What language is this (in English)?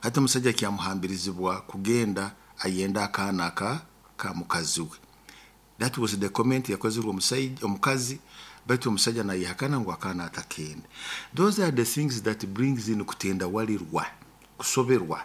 Nyoro